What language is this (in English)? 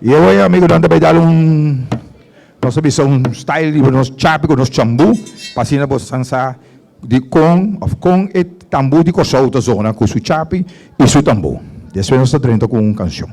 Papiamento